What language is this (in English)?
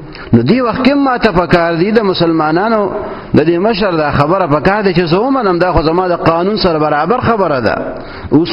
Pashto